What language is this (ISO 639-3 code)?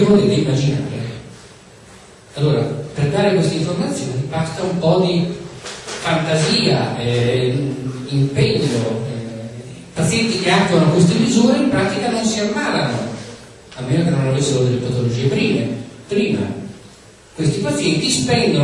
ita